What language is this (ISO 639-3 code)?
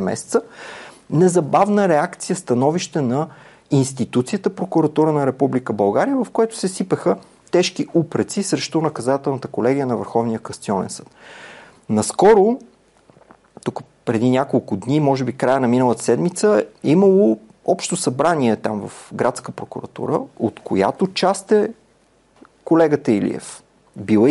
bul